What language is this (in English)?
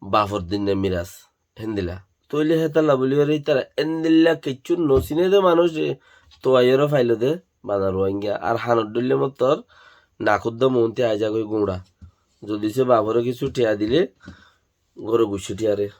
Rohingya